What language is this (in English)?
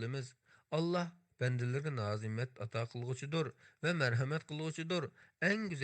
Uyghur